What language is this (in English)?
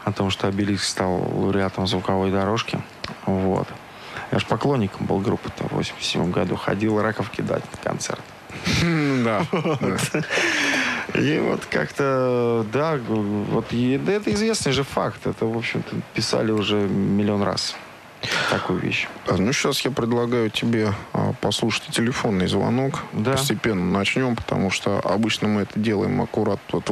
Russian